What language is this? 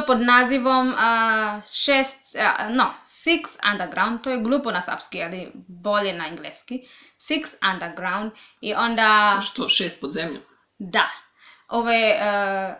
Serbian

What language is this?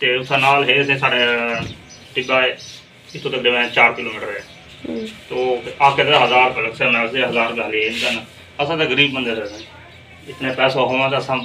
Saraiki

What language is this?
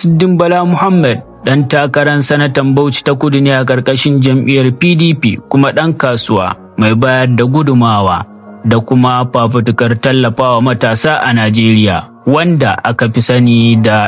Hausa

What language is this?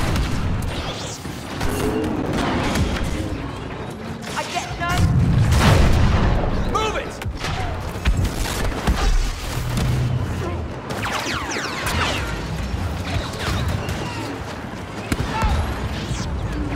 English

